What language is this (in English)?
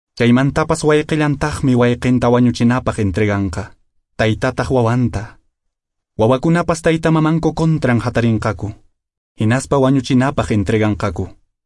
Quechua